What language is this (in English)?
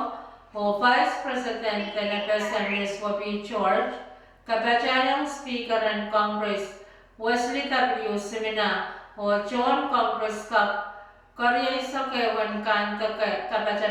Pohnpeian